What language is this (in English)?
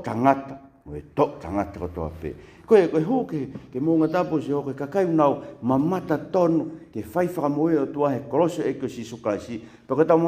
Tongan